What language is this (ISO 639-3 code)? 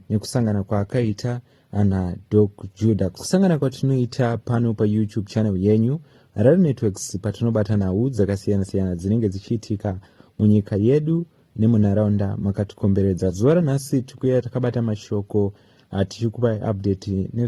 sna